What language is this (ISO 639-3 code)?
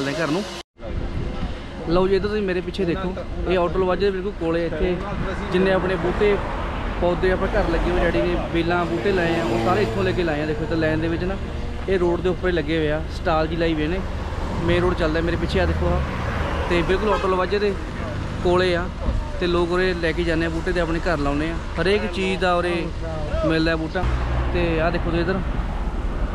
pan